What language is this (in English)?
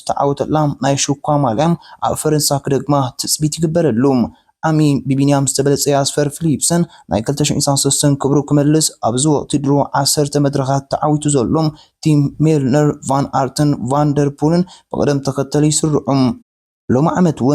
Tigrinya